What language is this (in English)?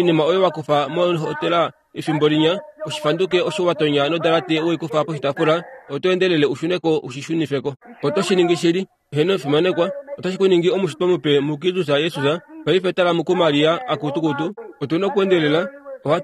Kuanyama